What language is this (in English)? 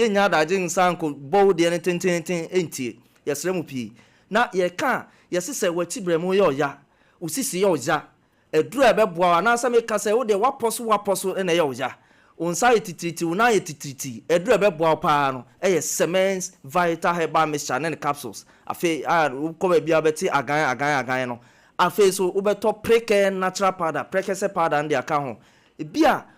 Akan